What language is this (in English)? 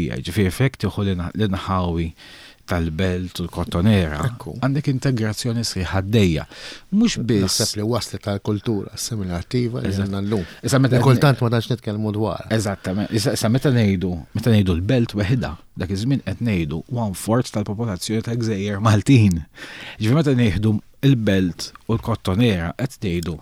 Maltese